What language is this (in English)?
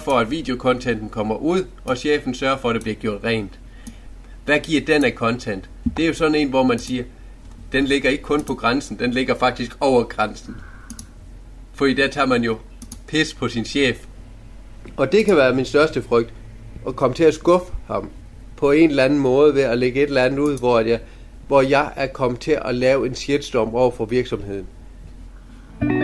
Danish